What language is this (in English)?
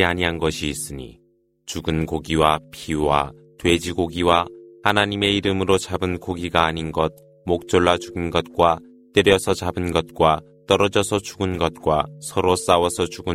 Korean